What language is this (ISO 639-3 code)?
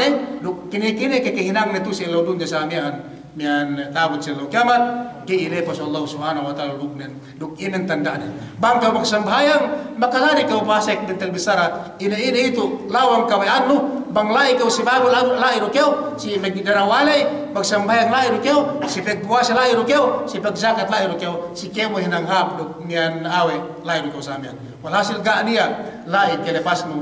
yka